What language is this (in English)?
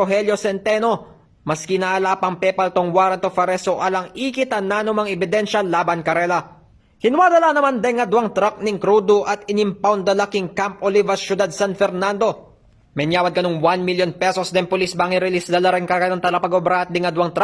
Pampanga